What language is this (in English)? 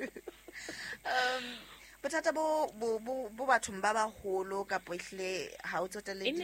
Southern Sotho